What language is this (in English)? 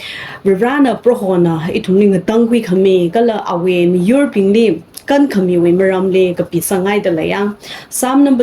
Tangkhul Naga (India)